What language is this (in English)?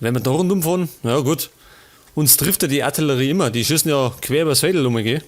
Bavarian